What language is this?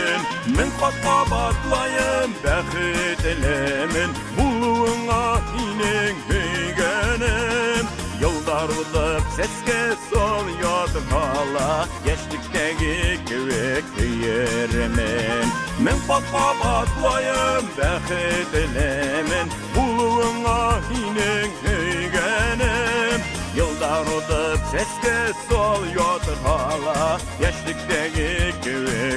Bashkir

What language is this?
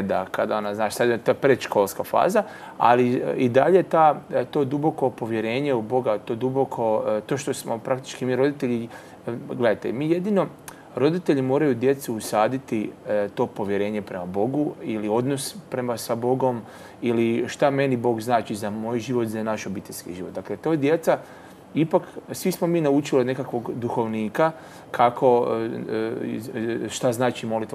Croatian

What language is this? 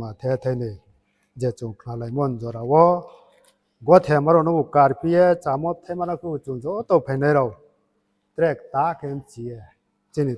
Riang (India)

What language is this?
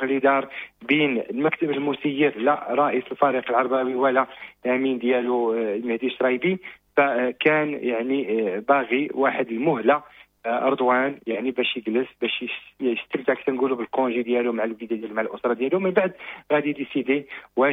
Moroccan Arabic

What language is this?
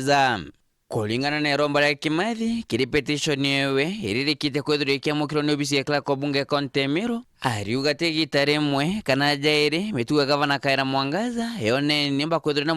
Meru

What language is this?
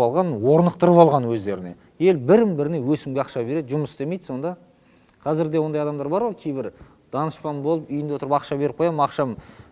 Kazakh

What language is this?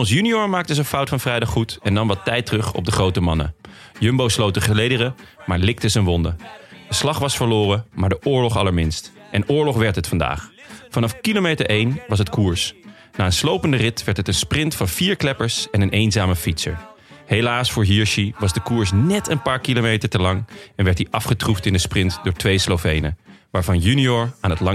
Dutch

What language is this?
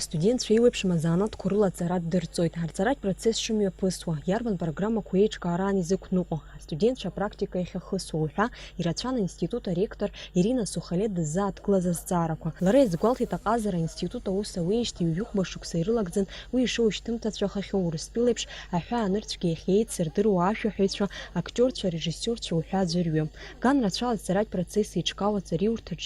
Abkhazian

